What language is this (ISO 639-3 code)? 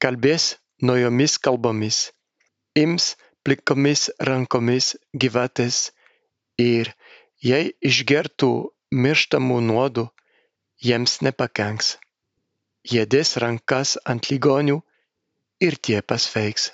lit